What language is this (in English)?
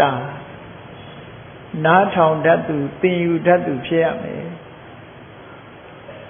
Burmese